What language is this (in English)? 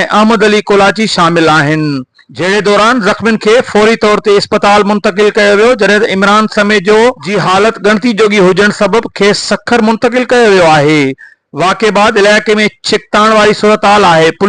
Sindhi